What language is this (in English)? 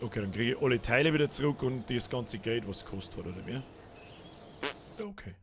Bavarian